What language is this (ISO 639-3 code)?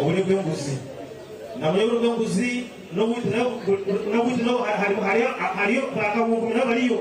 nyn